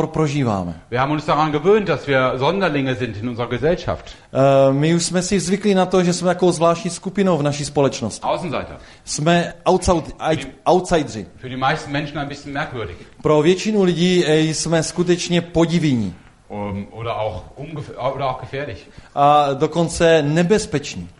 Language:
Czech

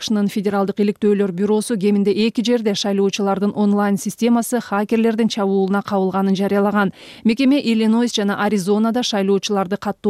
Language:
Kyrgyz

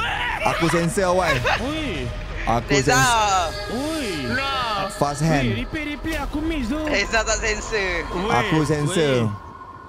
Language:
Malay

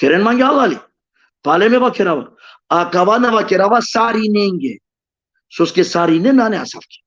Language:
Balkan Romani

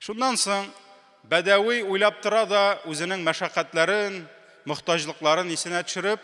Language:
Tatar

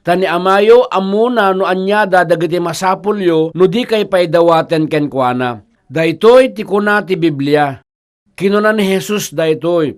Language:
Iloko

